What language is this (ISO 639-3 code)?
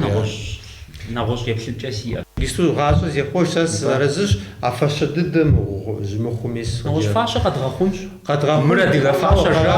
kbd